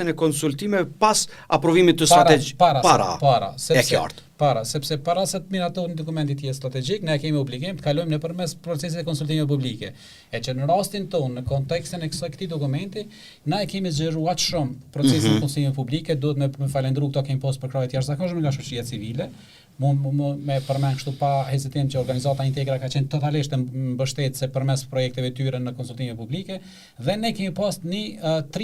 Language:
Albanian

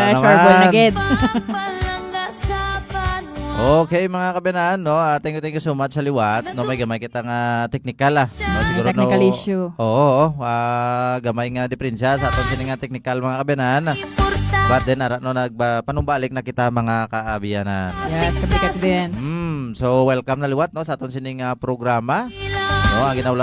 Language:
Hiligaynon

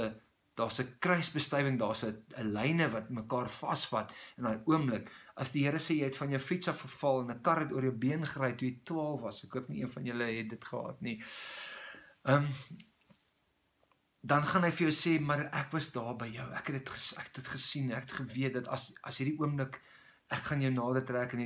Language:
Afrikaans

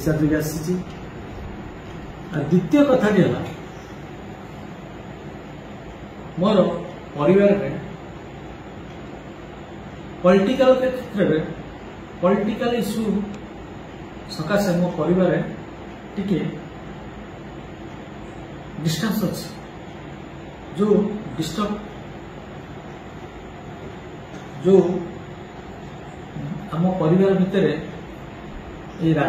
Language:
Odia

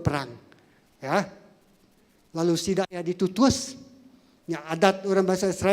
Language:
Iban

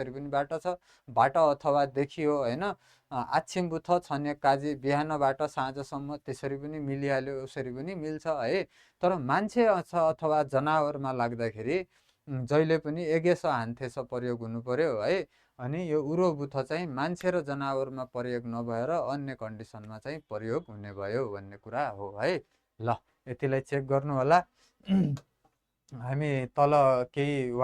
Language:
Nepali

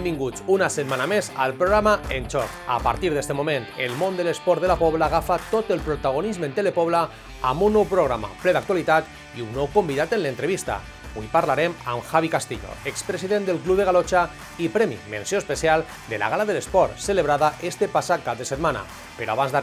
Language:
Catalan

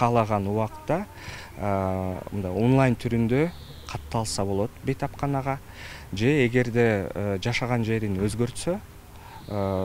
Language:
Kyrgyz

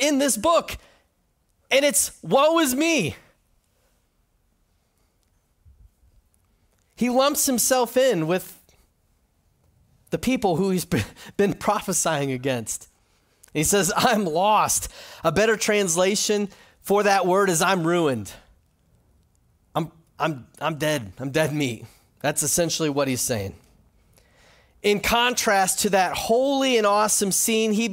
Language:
English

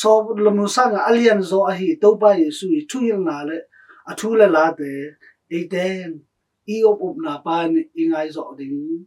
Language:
Tedim Chin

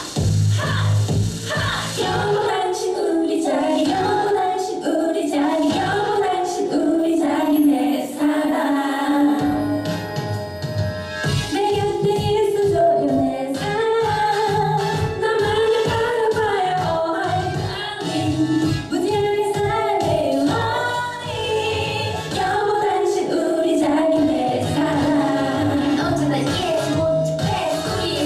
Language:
Korean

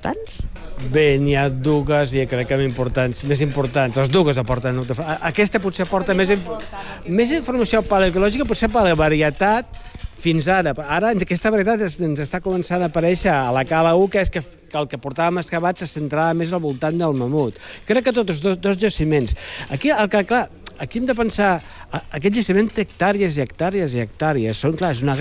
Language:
Catalan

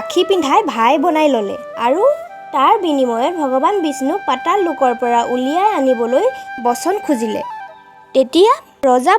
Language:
Assamese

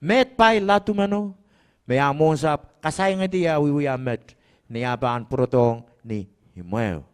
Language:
Pohnpeian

